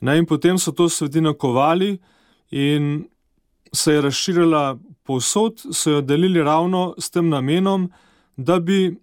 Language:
Slovenian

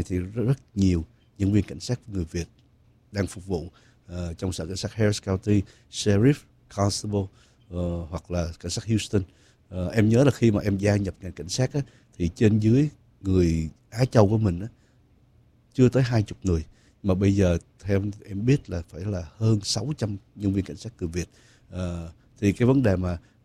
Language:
Vietnamese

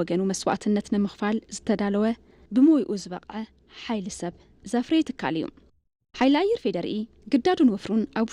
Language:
Tigrinya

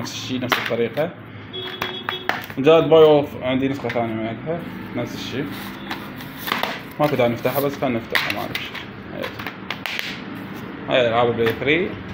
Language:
Mesopotamian Arabic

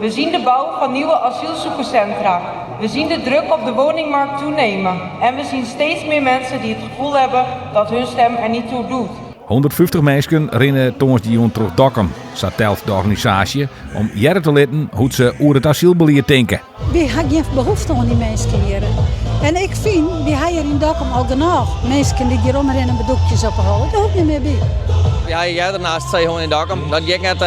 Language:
Western Frisian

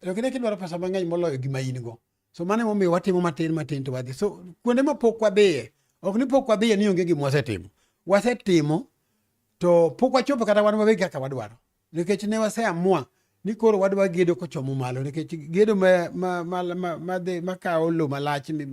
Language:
Luo (Kenya and Tanzania)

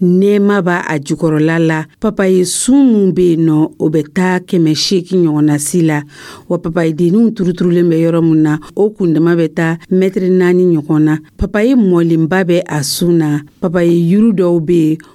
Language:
Dyula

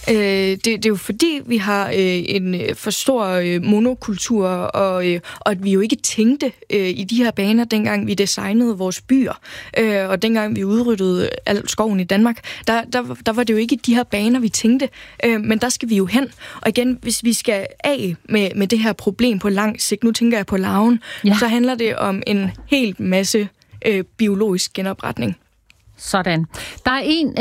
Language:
Danish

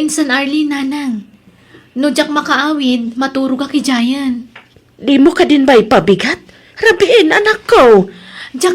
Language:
Iloko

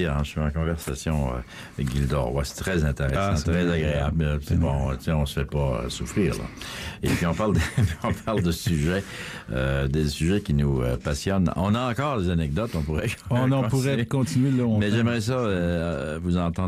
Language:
French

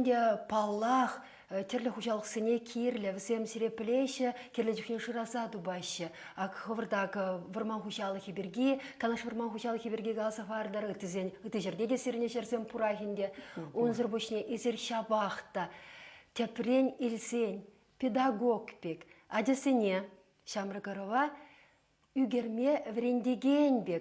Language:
Chuvash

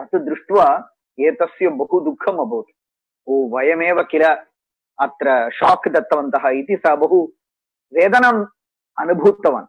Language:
Sanskrit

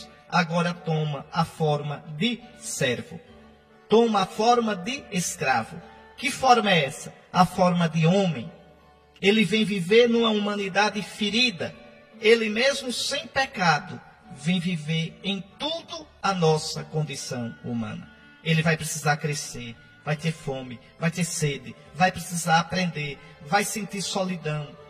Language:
Portuguese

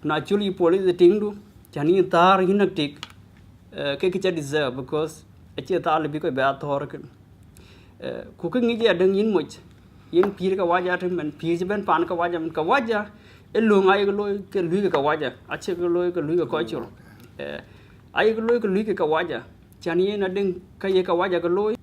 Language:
Dinka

